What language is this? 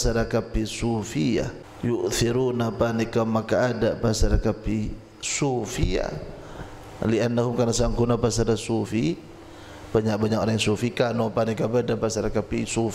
Madurese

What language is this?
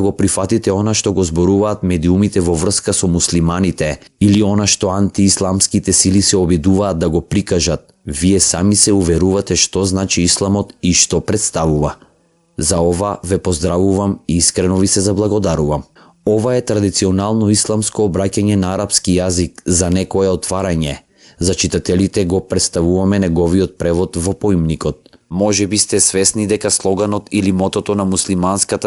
Macedonian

